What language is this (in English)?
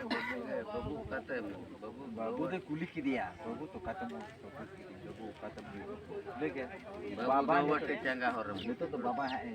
Santali